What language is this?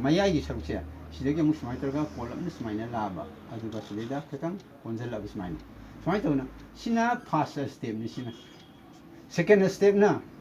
Manipuri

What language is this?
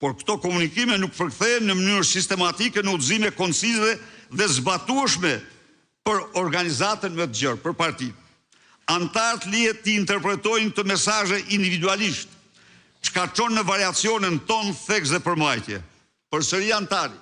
Albanian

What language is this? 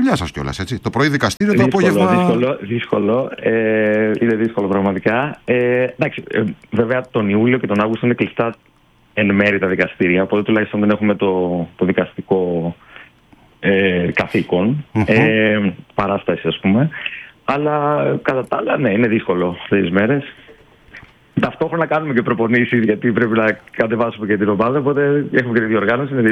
Greek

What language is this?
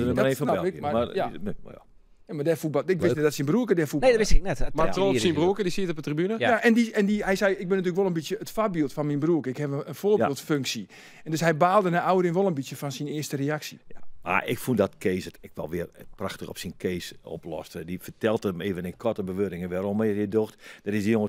Western Frisian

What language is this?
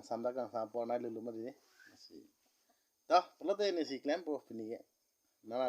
Karbi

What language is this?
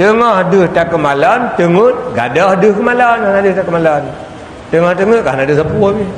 Achinese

